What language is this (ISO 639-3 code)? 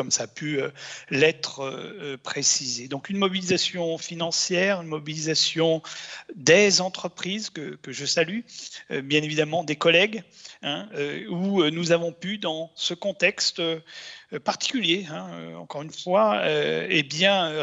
fra